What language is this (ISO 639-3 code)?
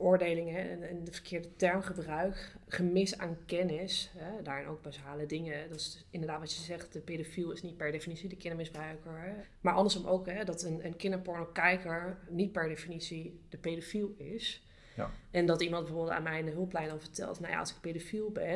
nld